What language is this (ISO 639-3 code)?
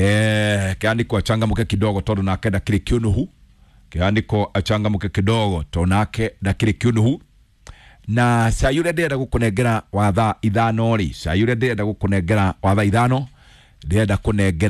kik